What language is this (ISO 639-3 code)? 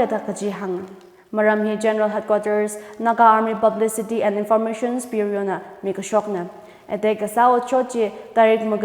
nmf